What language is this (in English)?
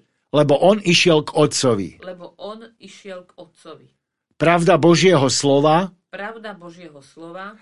Slovak